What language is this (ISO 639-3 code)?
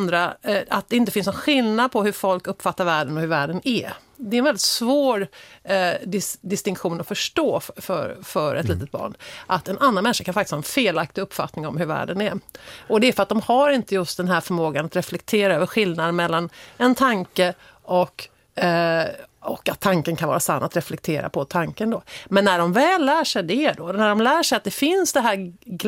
swe